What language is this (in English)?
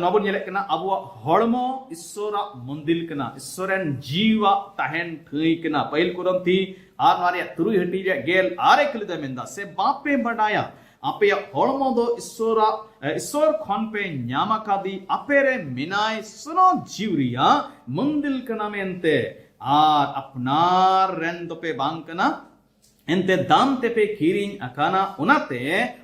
Santali